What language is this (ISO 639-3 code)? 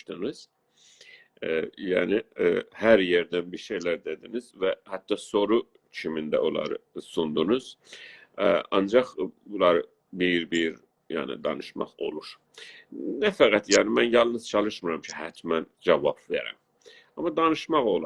azb